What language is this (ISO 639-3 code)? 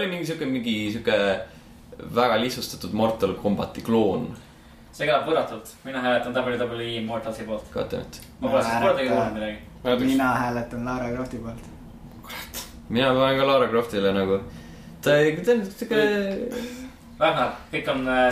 est